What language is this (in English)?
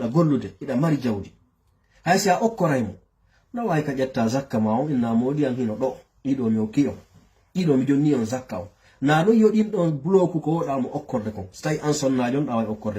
Fula